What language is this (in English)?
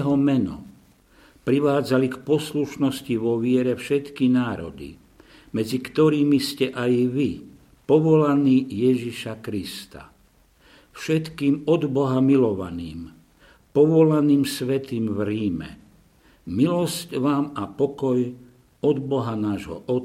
Slovak